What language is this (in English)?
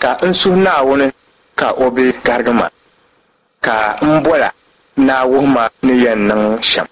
Dagbani